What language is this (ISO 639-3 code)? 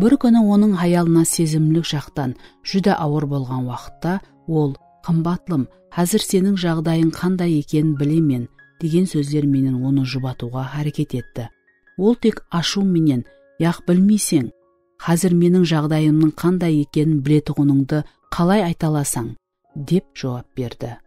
kaa